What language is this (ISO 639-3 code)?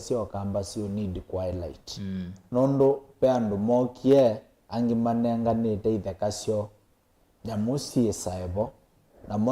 kam